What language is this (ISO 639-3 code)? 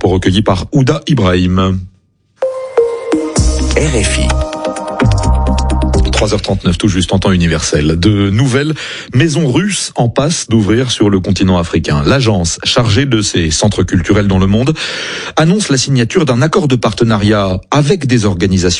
fra